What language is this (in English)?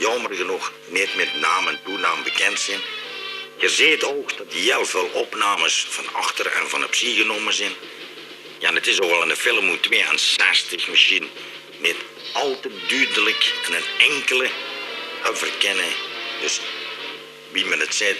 Limburgish